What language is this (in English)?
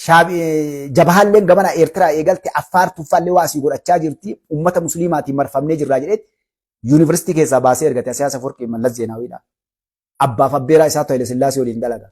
Oromo